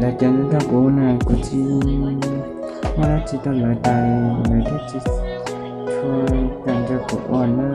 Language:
Hmong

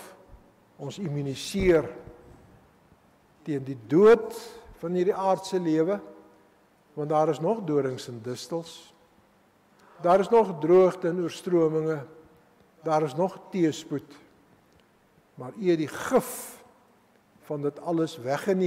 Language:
Afrikaans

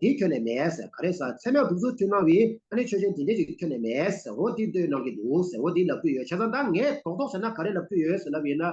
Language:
Tibetan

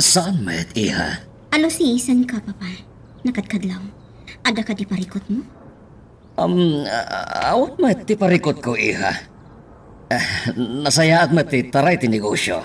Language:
Iloko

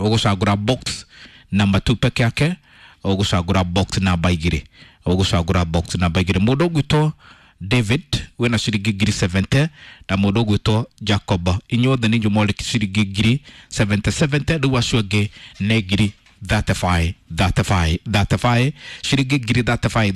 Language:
Kikuyu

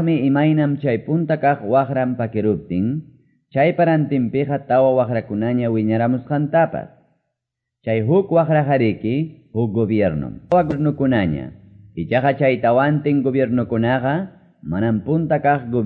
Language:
Quechua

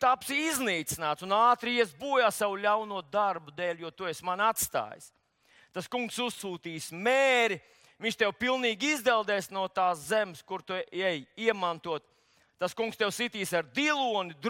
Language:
Latvian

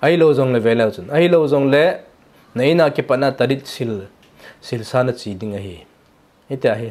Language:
Thado Chin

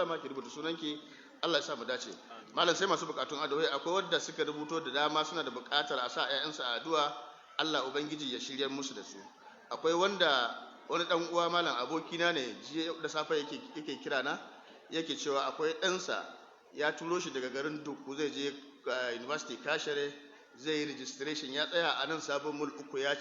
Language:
Hausa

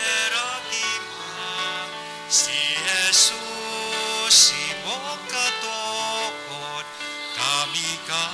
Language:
Bikol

